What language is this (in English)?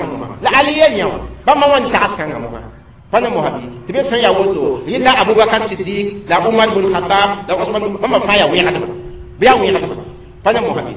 Mossi